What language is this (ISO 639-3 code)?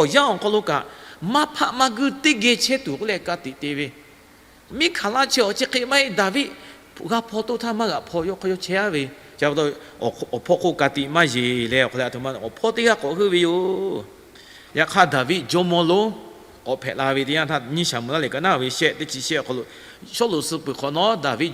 lhu